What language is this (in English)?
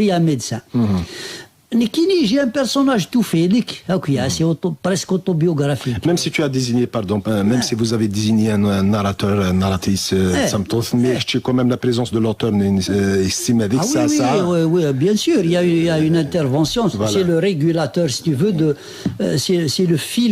Kabyle